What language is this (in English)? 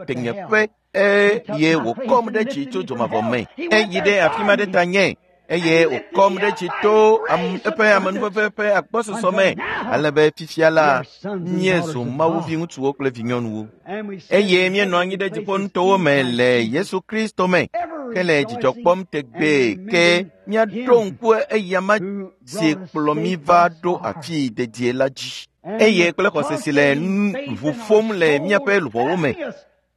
Ewe